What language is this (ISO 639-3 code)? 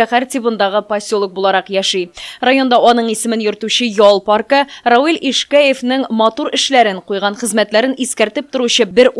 tat